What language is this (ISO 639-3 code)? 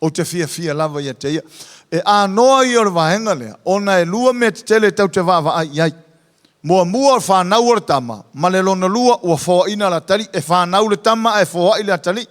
smo